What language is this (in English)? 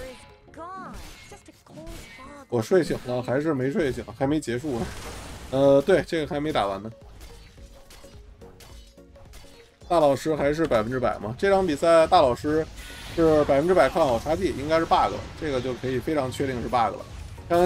Chinese